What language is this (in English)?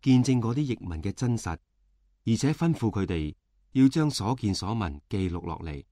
Cantonese